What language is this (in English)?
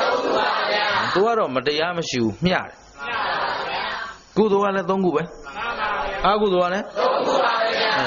Burmese